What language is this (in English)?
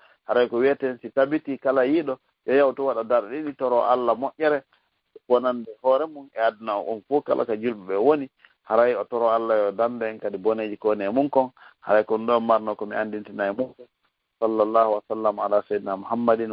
Fula